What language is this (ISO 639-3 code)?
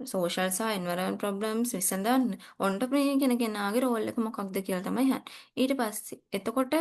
sin